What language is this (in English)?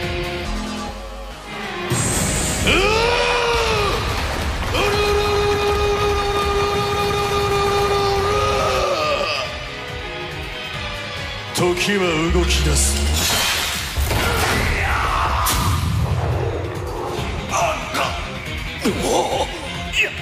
Japanese